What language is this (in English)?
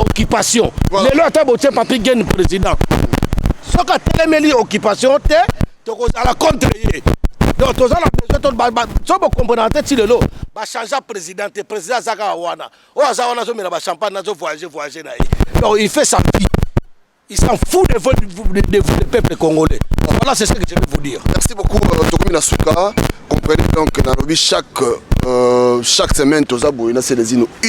Lingala